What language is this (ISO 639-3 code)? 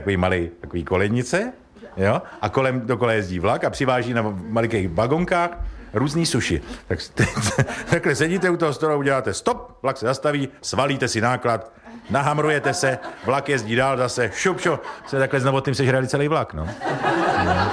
ces